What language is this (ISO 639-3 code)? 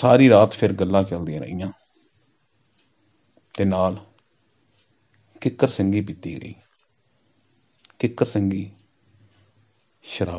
pan